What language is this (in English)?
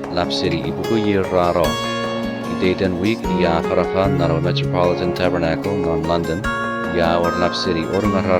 Chuukese